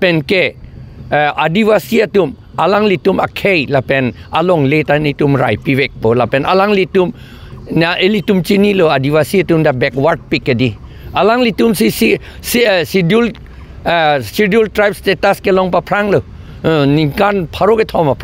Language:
Karbi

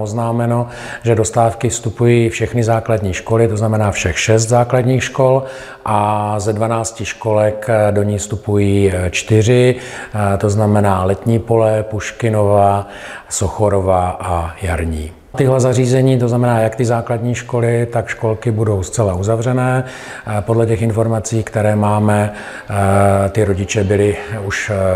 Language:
Czech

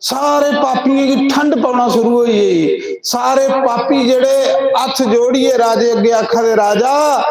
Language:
Dogri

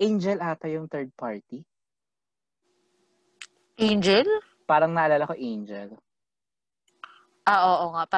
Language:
Filipino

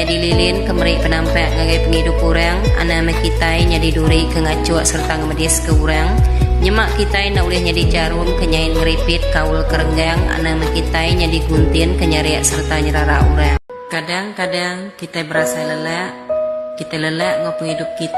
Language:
Iban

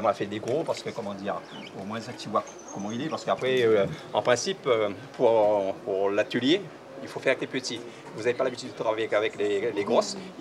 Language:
Réunion Creole French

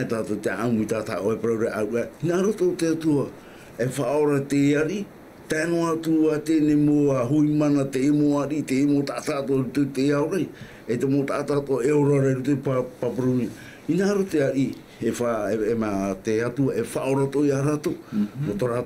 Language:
Tahitian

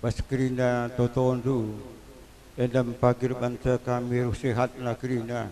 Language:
Batak Karo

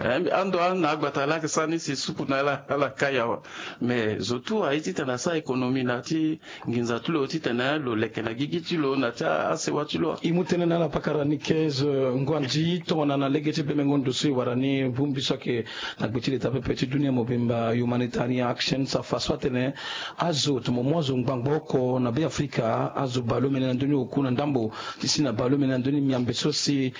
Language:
Sango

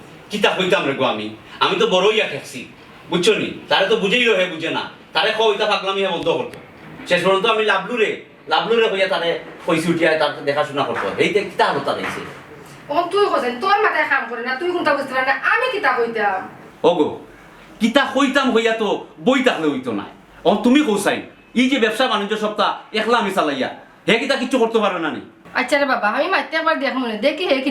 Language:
Sylheti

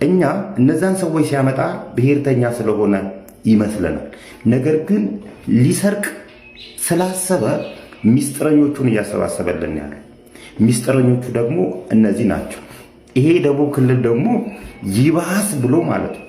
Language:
Amharic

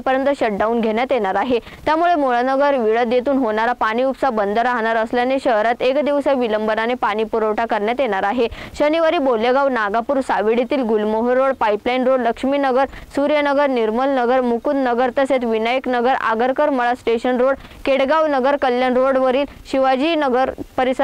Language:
Marathi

